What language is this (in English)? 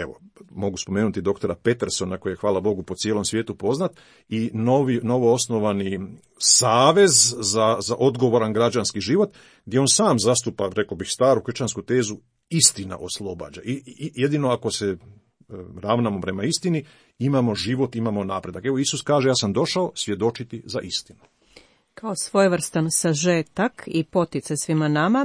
Croatian